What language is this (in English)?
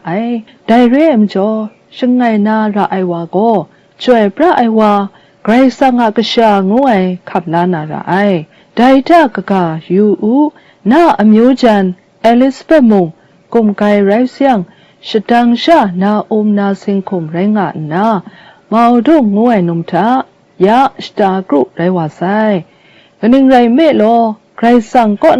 Kachin